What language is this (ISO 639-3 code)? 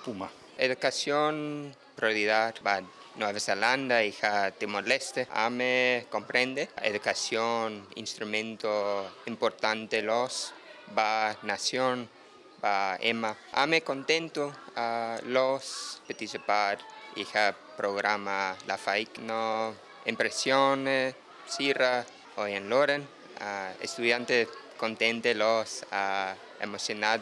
tet